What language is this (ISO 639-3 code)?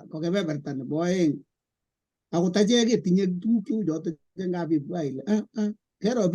kln